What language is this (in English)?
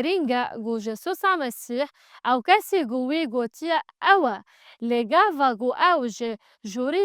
Kurdish